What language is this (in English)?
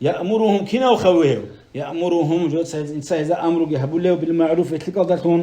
Avaric